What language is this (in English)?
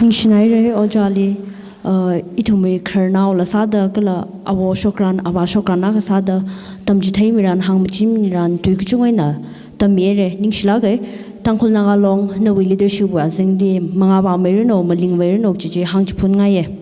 Tangkhul Naga (India)